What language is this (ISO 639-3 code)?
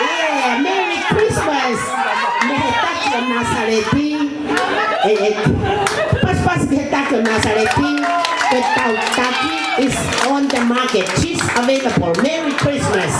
ton